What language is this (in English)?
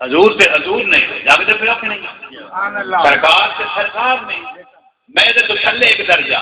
Saraiki